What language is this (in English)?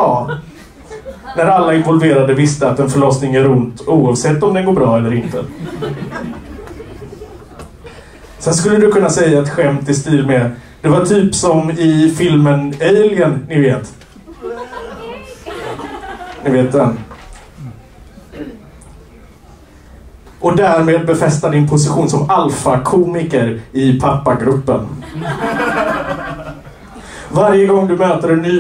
Swedish